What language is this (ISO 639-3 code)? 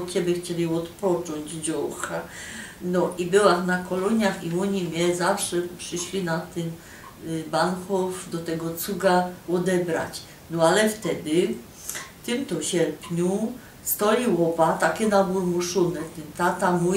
szl